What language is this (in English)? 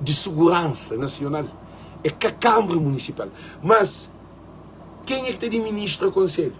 Kabuverdianu